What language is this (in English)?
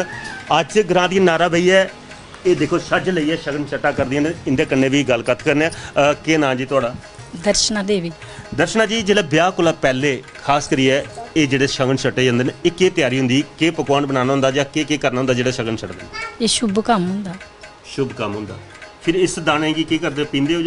Dogri